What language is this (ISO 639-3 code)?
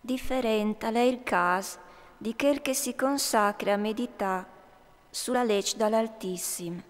fur